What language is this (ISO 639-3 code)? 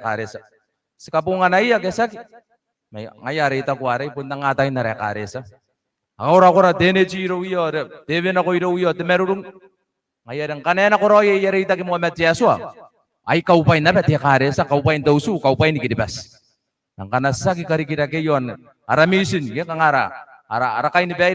gil